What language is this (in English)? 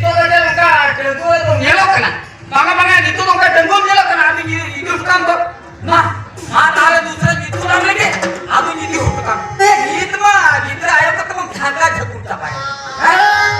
Santali